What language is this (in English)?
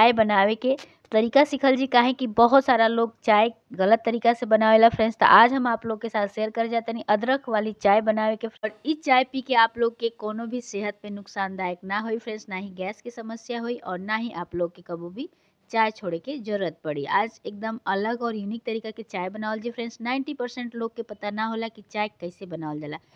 Bhojpuri